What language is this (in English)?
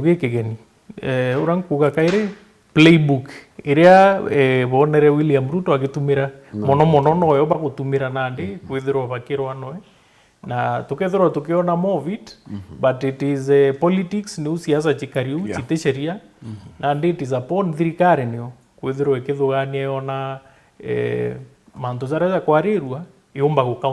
Meru